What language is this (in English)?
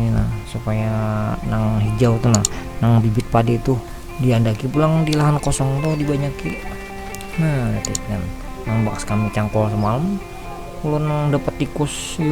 Banjar